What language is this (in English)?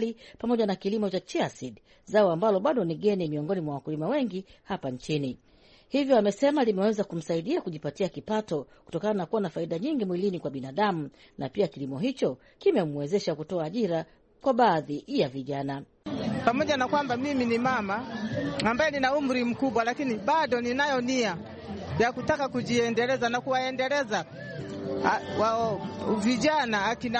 Swahili